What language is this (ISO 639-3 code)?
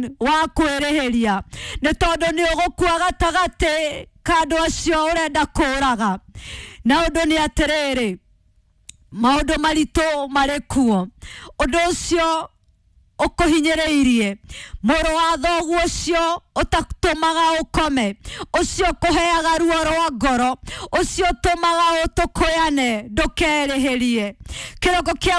kik